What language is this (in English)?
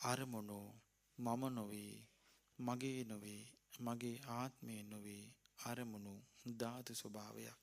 Sinhala